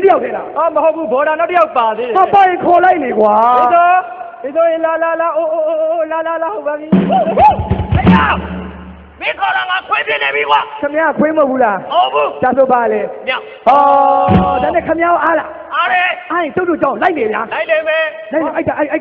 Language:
Burmese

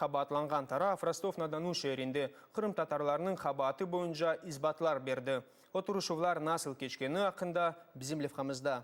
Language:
Crimean Tatar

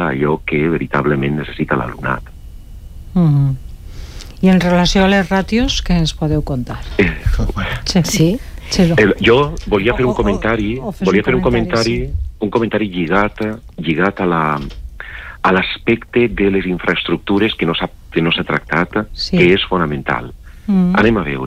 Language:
Catalan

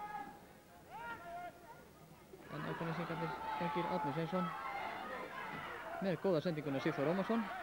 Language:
Icelandic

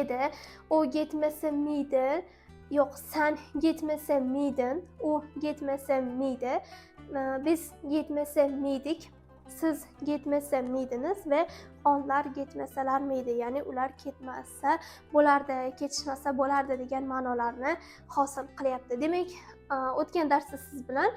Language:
Uzbek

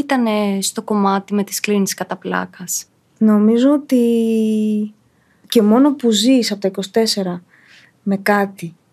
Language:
Greek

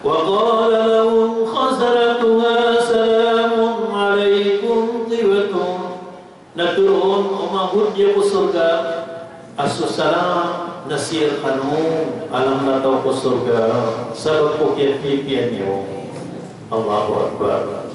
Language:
Maranao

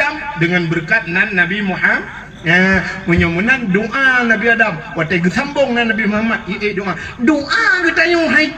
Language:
Achinese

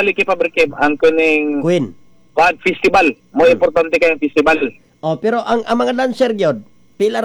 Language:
Cebuano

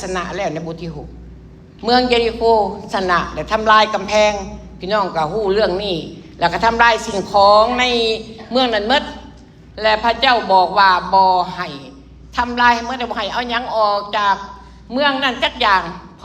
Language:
Lao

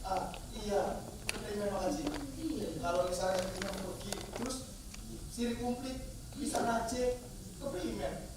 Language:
Betawi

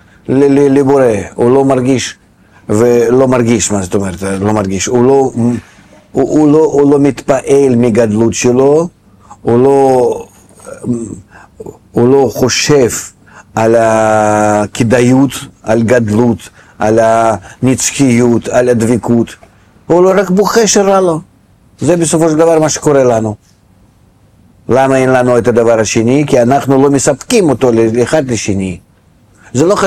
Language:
Hebrew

